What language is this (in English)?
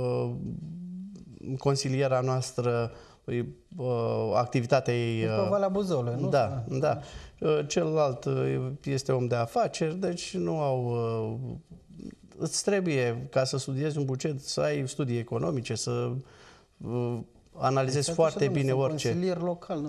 Romanian